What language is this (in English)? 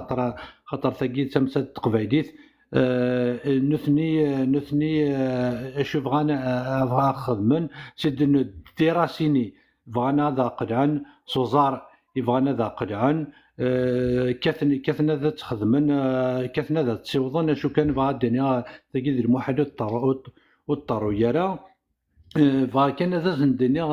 Kabyle